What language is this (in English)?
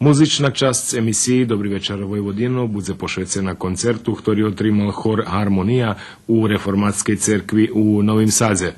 Rusyn